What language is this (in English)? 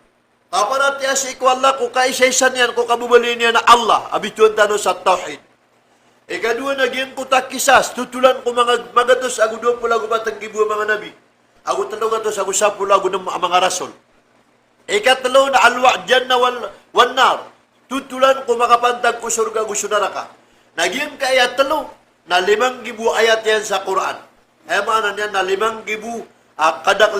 Maranao